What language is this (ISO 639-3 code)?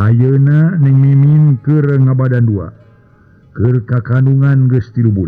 sun